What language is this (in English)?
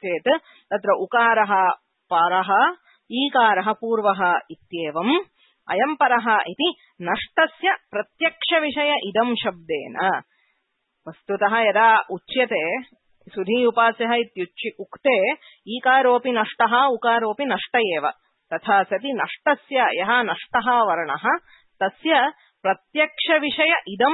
Sanskrit